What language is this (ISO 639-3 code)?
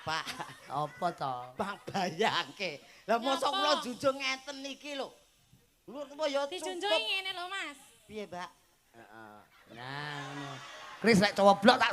jav